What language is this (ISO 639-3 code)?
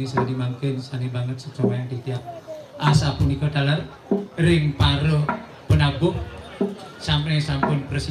ban